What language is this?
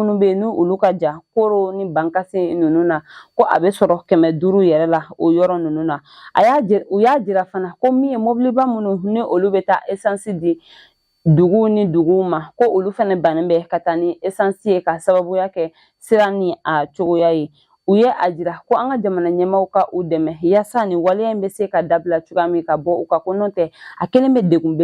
Bambara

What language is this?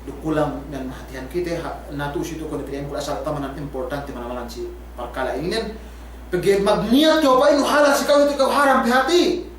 Yakan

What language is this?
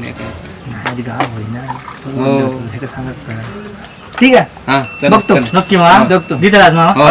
Konkani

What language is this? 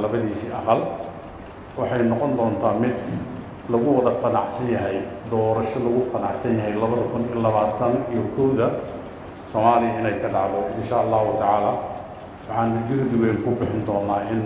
Somali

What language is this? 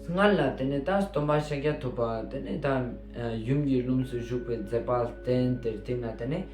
Ladakhi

